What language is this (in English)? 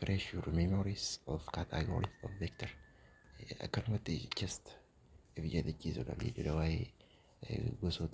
Oromo